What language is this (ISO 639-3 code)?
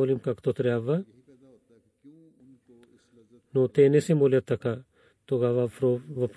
bul